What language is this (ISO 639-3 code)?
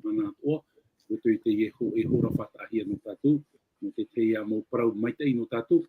tah